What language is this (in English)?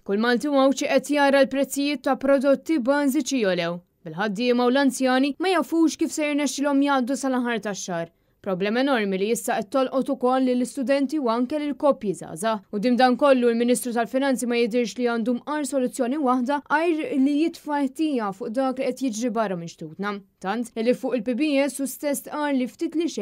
Maltese